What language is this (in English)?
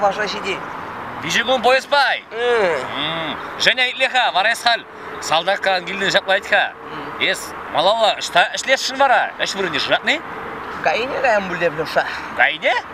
Chuvash